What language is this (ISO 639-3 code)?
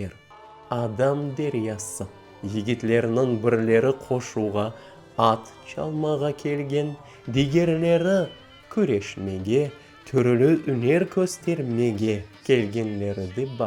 crh